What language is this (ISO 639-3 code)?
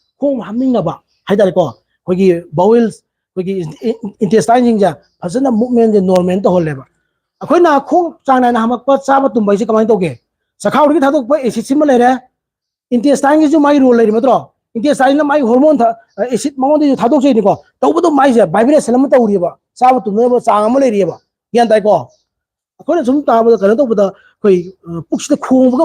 mni